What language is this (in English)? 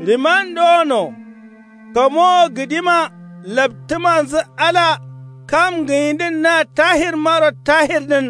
Kanuri